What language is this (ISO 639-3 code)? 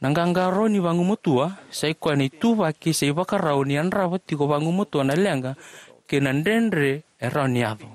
fij